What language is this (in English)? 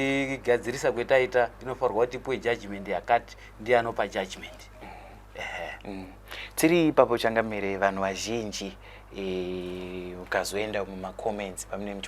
Shona